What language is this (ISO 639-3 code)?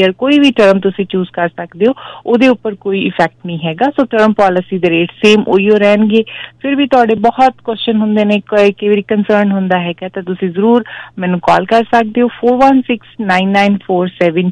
pan